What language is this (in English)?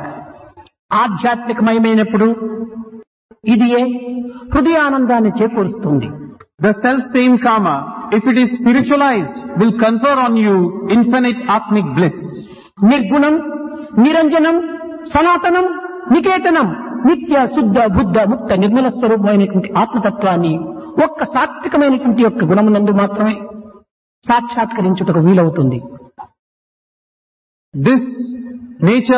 Telugu